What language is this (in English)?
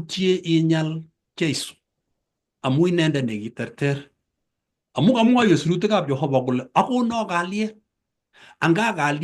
Kalenjin